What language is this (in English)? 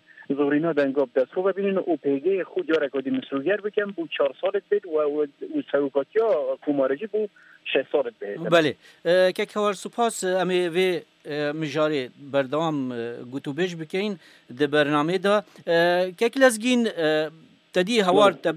Kurdish